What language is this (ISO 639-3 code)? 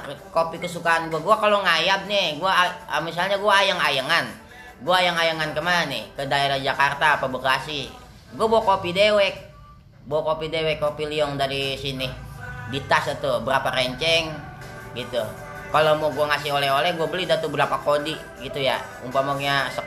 bew